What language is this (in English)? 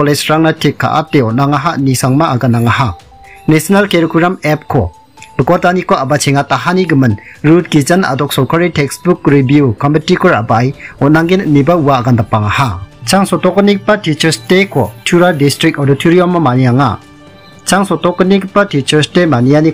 Garo